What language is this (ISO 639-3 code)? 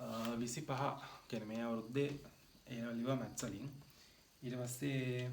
sin